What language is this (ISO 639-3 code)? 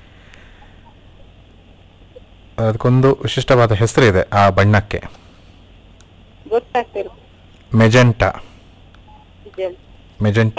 kan